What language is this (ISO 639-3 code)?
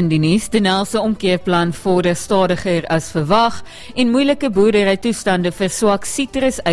afr